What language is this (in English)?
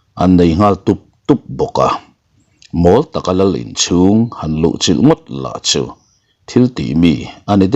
Mizo